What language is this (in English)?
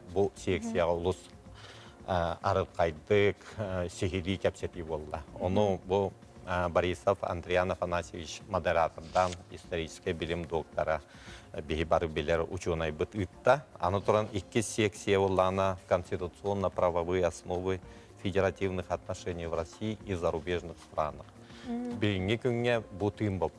Yakut